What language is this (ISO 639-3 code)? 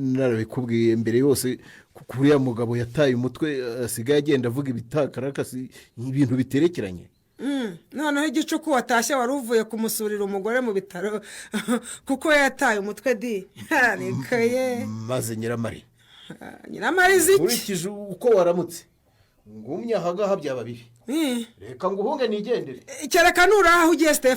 kin